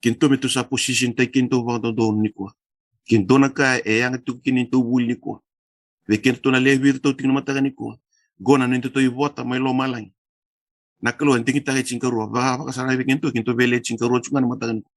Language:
Fijian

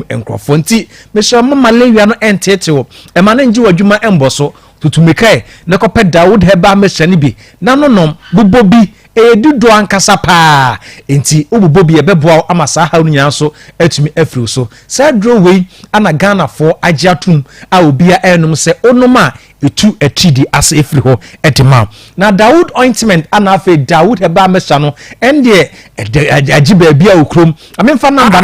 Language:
Akan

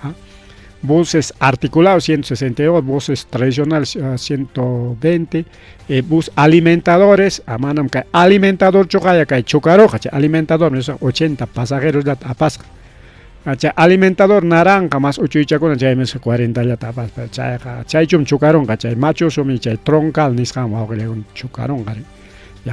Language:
Ayacucho Quechua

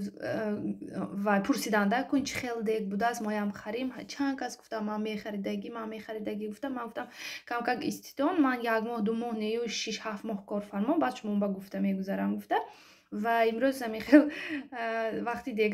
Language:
Tajik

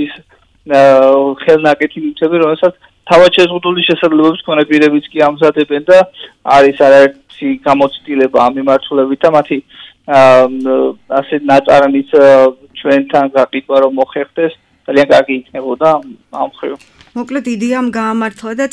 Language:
Georgian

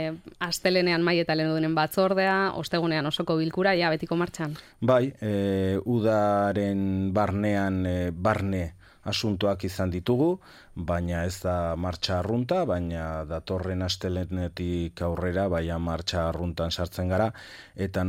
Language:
Basque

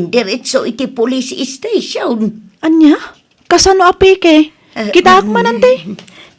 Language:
Iloko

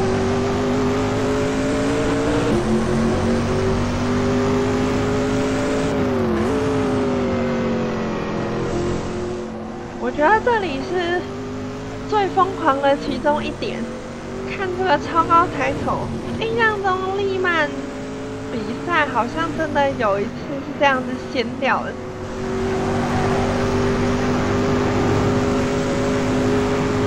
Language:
Chinese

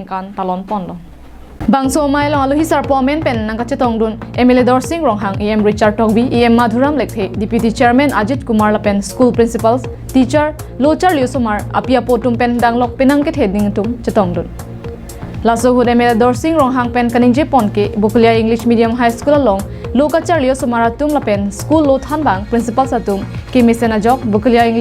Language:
Karbi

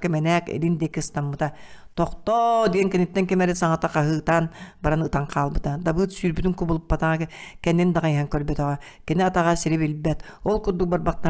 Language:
Yakut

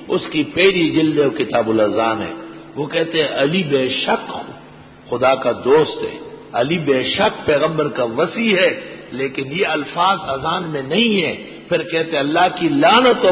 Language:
Urdu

